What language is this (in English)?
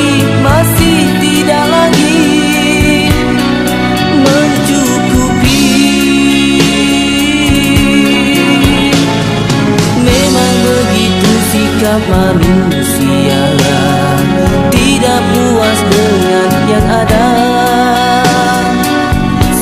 Malay